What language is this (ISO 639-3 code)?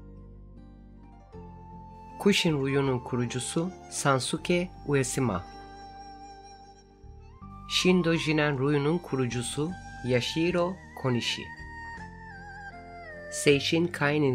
tur